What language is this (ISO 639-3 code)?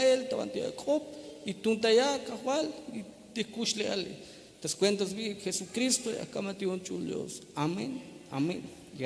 tzh